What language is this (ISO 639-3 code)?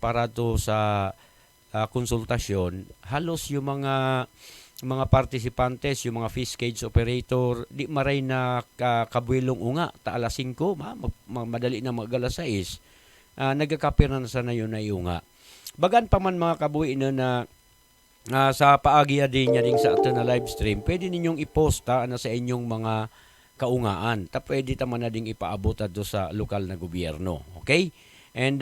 ubl